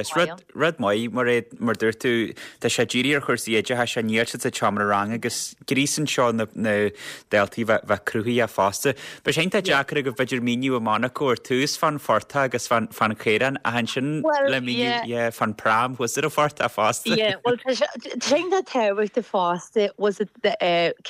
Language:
Irish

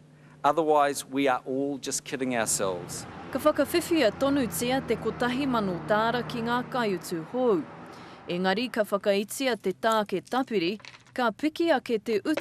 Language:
Māori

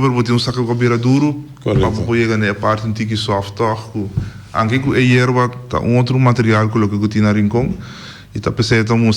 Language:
Papiamento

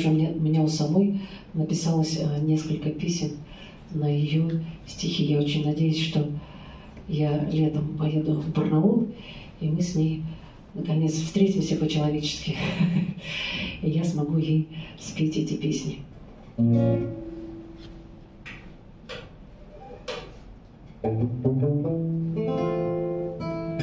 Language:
Russian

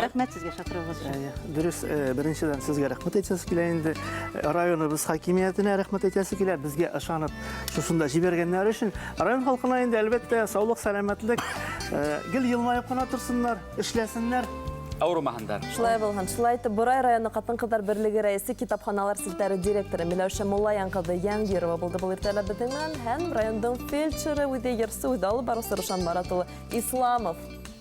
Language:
Bashkir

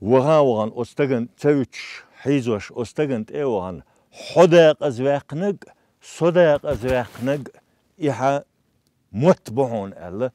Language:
Chechen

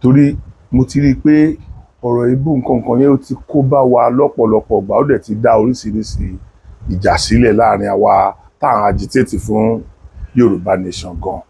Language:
Yoruba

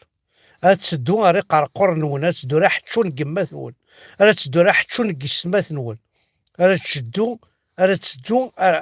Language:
Kabyle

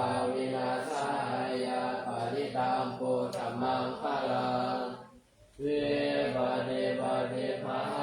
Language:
Pali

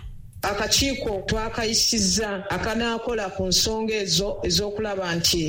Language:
Ganda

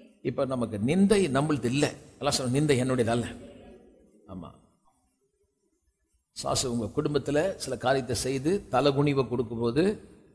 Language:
Tamil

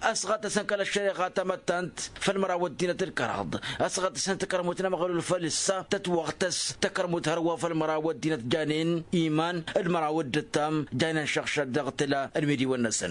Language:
Tamasheq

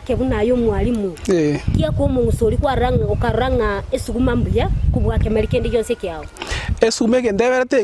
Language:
Gusii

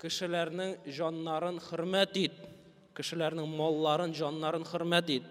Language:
Tatar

